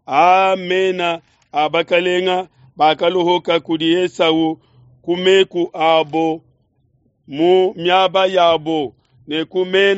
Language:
Luba-Lulua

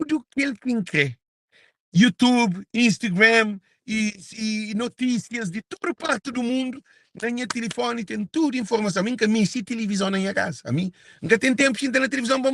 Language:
Kabuverdianu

